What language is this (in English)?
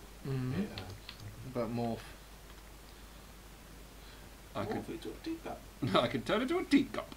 English